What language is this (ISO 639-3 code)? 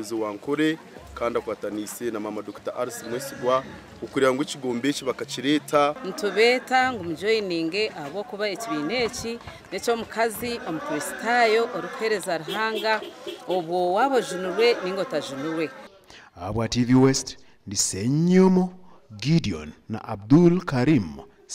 nyn